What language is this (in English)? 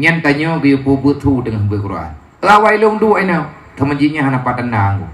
Achinese